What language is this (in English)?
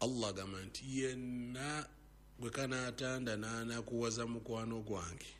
Ganda